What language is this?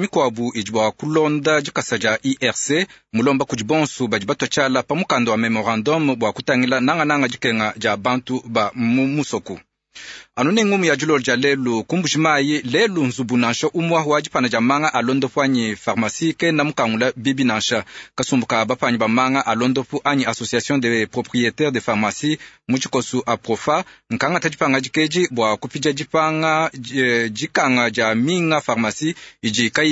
Luba-Lulua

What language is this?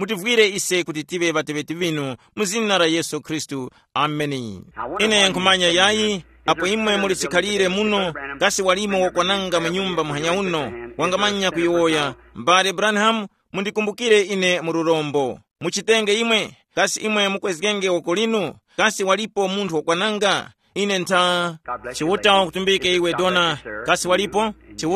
Tumbuka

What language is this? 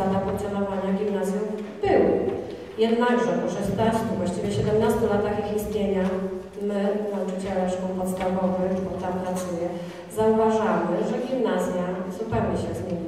Polish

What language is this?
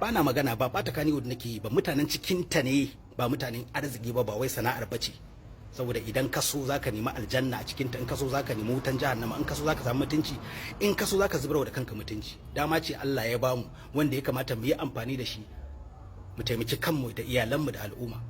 Hausa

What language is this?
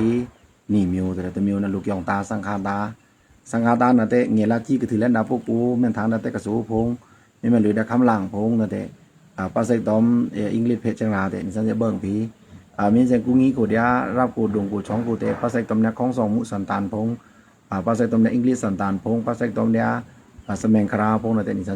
Pa'o Karen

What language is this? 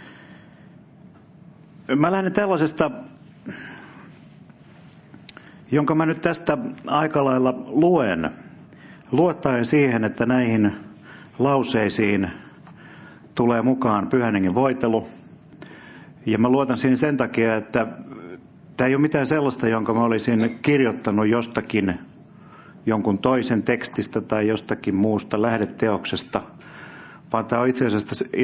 Finnish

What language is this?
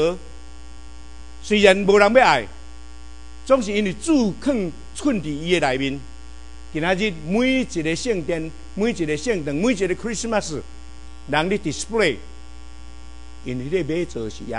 Min Nan Chinese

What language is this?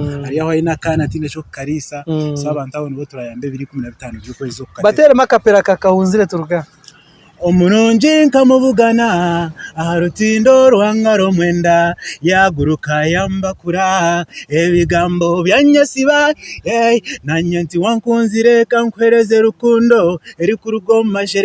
Nyankole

